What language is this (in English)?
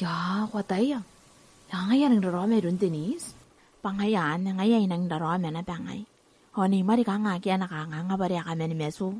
Gilbertese